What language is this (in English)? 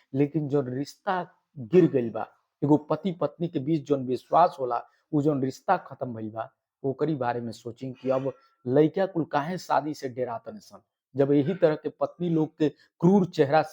Bhojpuri